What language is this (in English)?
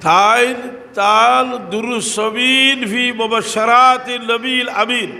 Sylheti